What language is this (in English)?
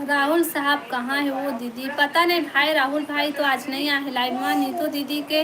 Chhattisgarhi